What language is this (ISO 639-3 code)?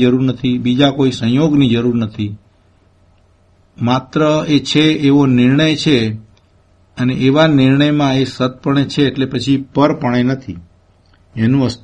guj